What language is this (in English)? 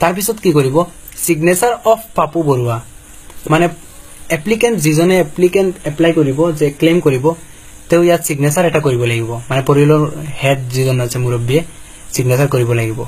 Assamese